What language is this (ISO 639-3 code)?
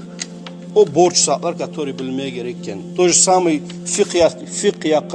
kum